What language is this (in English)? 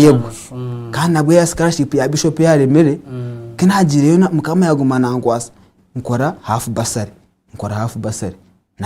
Nyankole